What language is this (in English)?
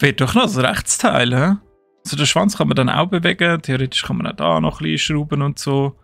Swiss German